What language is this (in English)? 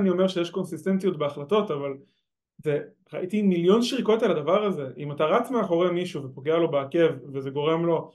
Hebrew